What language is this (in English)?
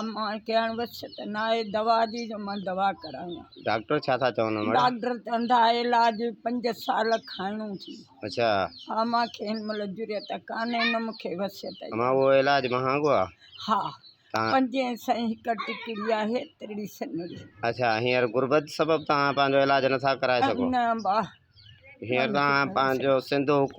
Sindhi